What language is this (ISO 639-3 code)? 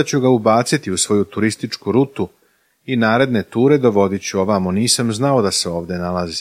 srp